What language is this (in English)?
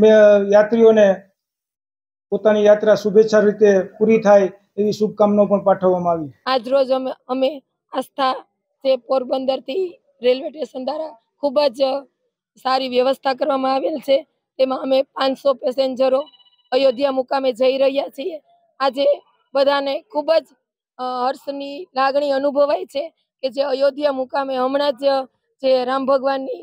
Gujarati